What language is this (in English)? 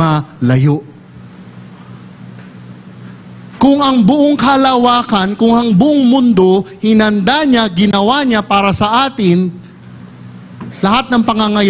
Filipino